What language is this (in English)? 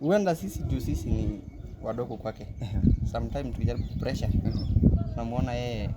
Masai